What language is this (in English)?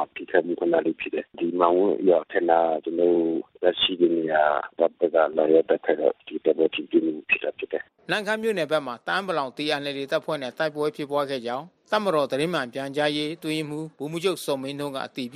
Burmese